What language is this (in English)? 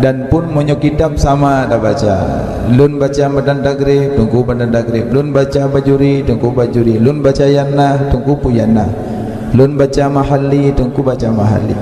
Achinese